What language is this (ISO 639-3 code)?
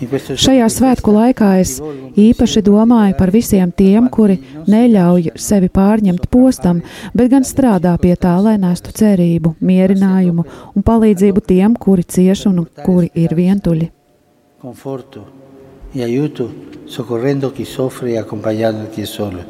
lav